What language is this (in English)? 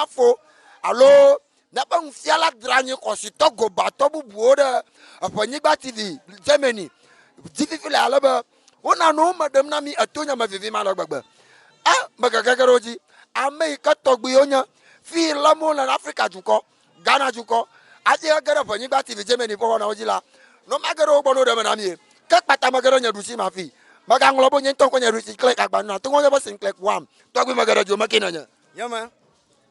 Ewe